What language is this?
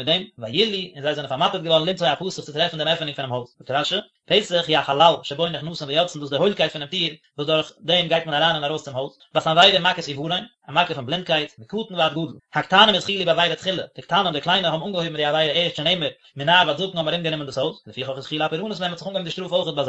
Yiddish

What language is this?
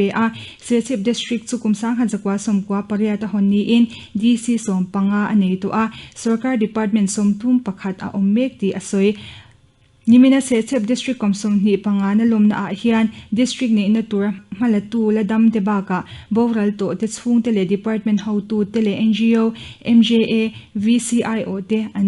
Mizo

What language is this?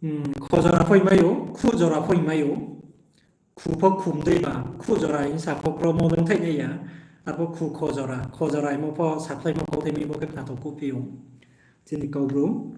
Riang (India)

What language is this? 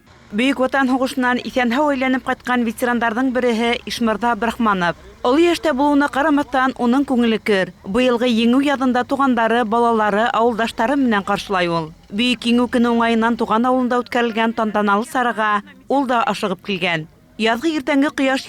Bashkir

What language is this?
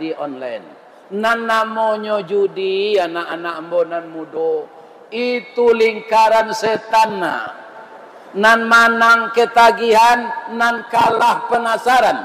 Minangkabau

